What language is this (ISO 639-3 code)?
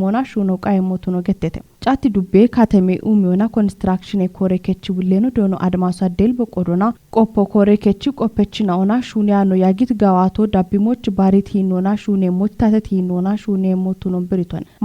kbr